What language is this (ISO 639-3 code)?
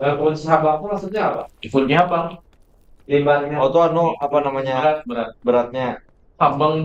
bjn